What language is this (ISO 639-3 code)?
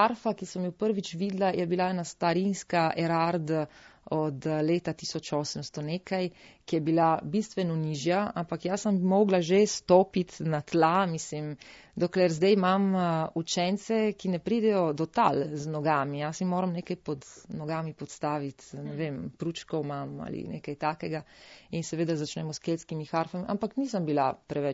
slv